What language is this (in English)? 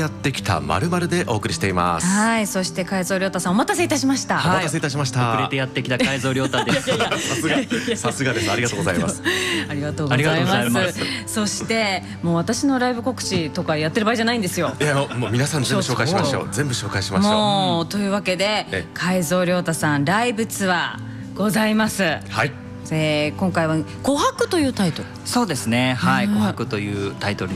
Japanese